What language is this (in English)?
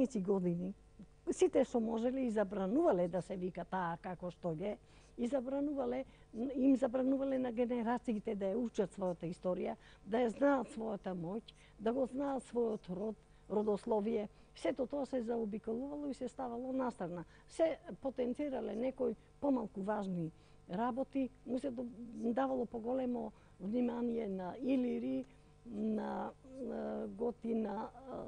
Macedonian